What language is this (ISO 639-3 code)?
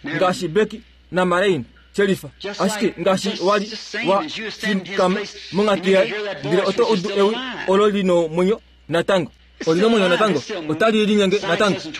kua